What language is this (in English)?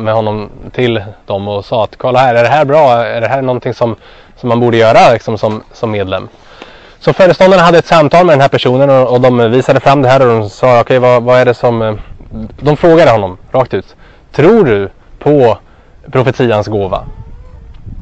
Swedish